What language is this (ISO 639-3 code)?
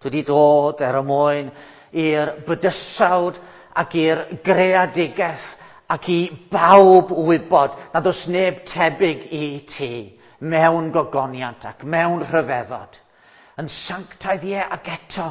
cym